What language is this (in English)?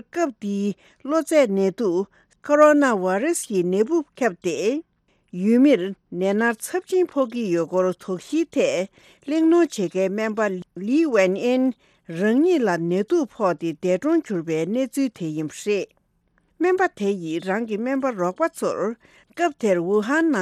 Tibetan